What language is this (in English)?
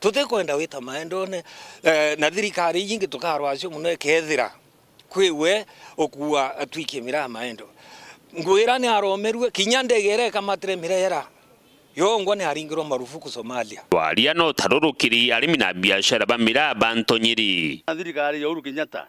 Meru